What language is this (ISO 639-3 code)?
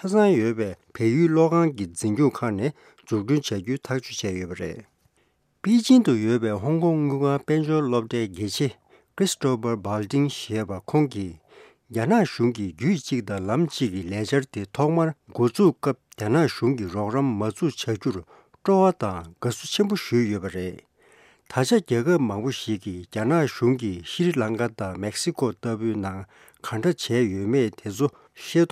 bod